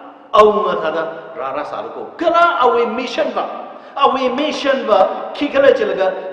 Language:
Tangkhul Naga (India)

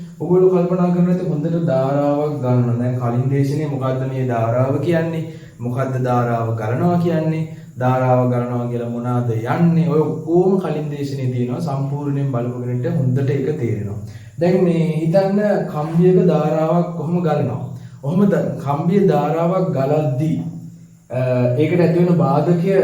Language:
Sinhala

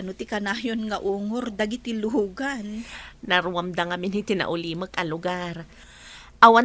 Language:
Iloko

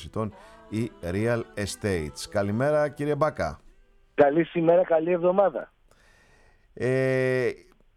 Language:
Greek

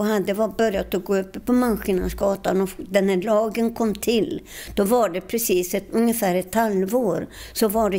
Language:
Swedish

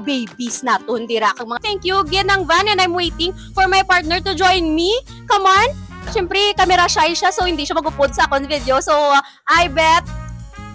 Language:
Hiligaynon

